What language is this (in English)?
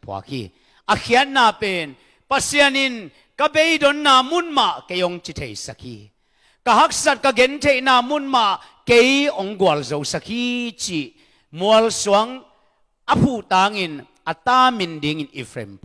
Tedim Chin